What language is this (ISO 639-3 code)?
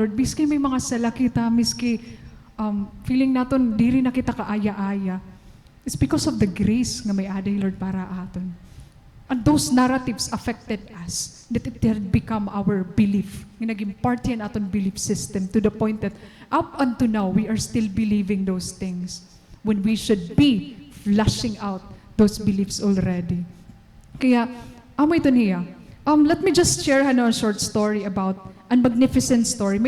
war